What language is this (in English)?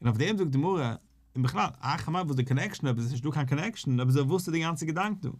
Yiddish